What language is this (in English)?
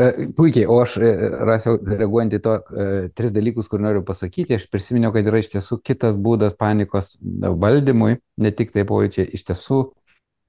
Lithuanian